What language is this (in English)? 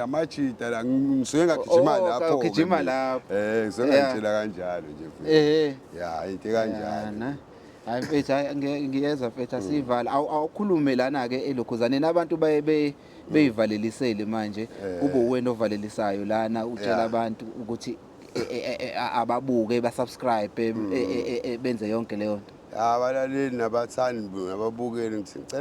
Zulu